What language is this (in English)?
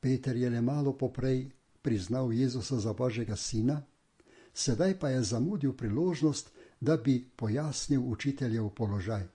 Slovenian